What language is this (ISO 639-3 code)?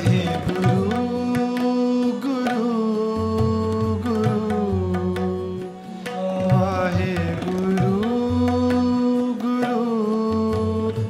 pan